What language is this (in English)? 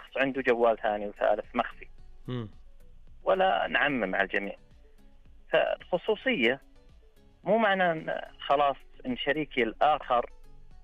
Najdi Arabic